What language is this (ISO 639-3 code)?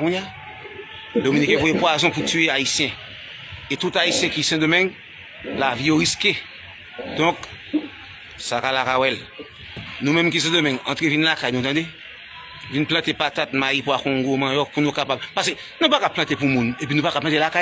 hat